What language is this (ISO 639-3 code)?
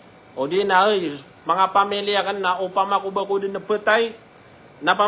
mrw